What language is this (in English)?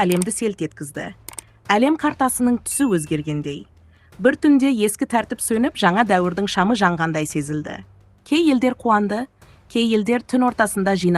Kazakh